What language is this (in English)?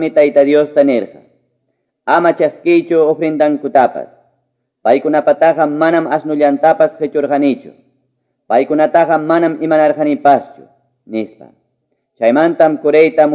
Quechua